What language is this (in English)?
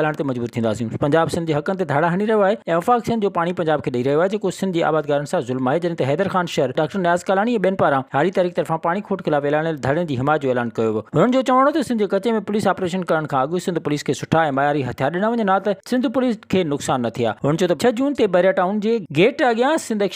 Sindhi